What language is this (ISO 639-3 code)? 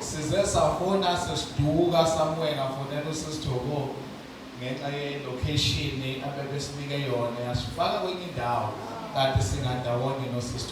zul